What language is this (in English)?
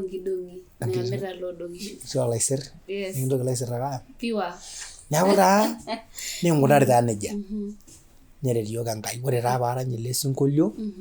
Masai